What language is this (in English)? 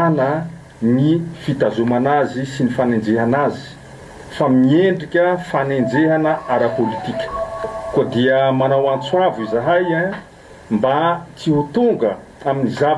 Malagasy